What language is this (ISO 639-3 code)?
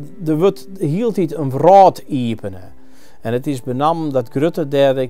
fry